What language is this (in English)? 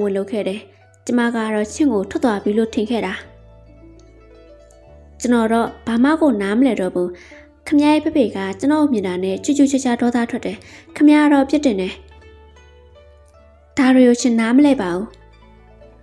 Burmese